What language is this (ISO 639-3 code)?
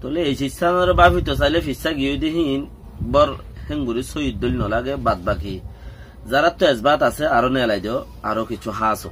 rhg